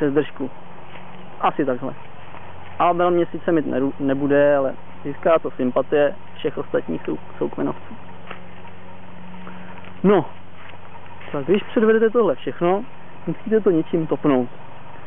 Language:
Czech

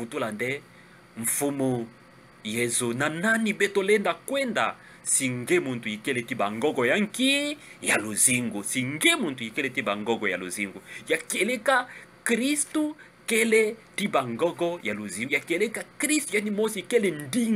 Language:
Kituba (Democratic Republic of Congo)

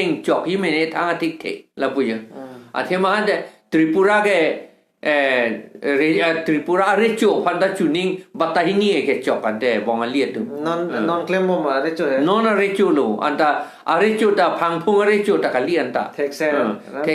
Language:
Karbi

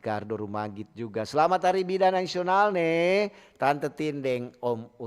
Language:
Manado Malay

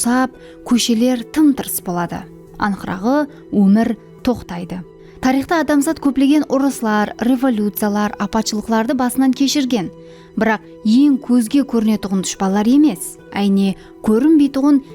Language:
Kara-Kalpak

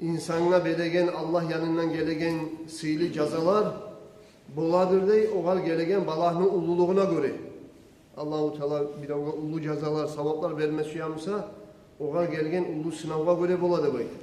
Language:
Kumyk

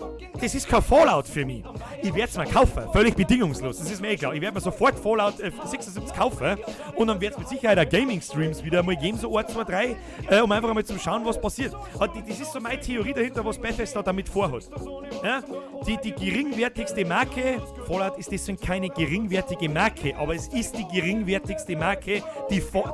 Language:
Bavarian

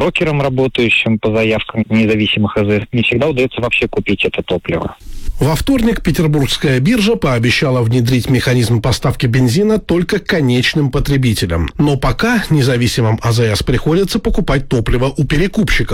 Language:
Russian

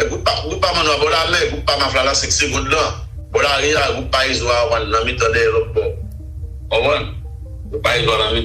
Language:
Haitian Creole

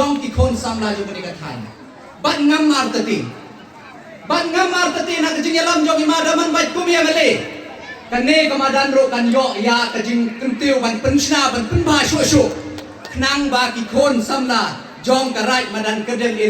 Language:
Khasi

